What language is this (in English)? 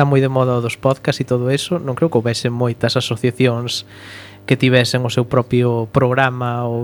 Galician